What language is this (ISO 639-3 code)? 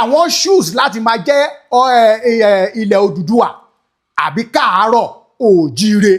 yor